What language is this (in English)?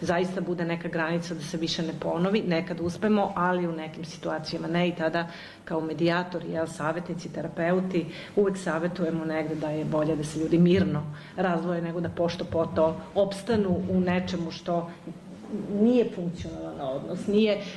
Serbian